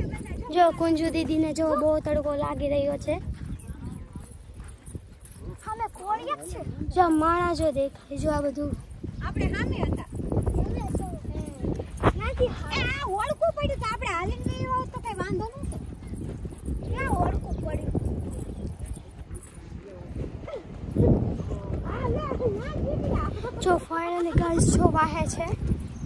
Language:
Gujarati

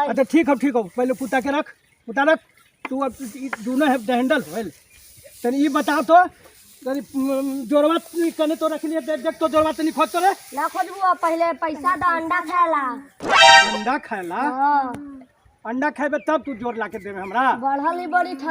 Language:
Magahi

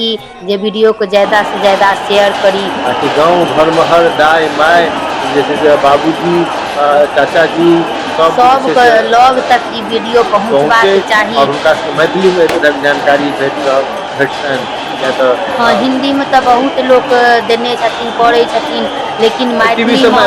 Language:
Maithili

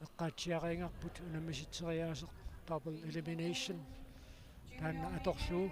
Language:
Kalaallisut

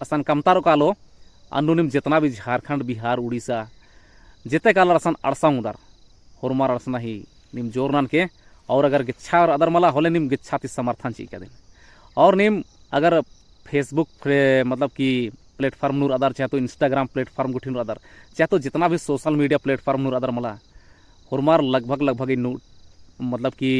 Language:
Kurukh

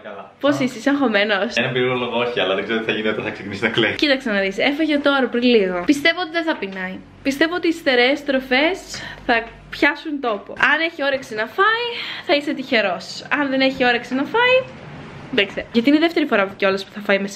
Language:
Greek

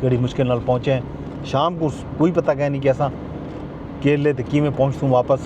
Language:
Saraiki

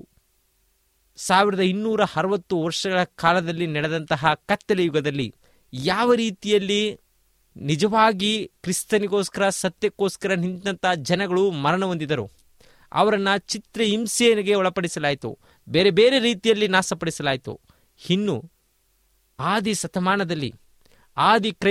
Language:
Kannada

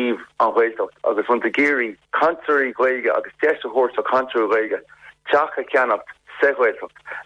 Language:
Irish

